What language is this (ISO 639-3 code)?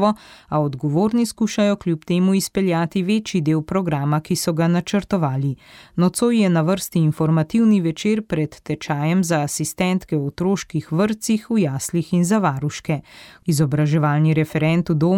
slv